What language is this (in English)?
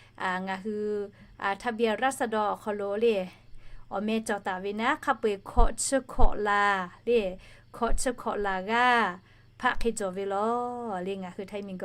Lahu